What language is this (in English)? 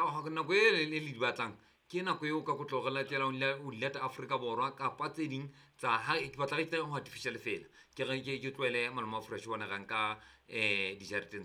Southern Sotho